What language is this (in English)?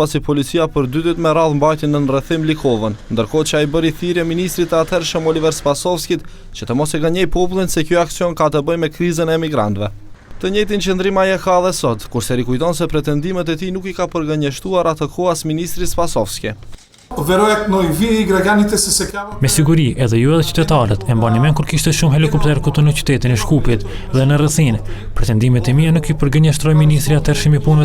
Albanian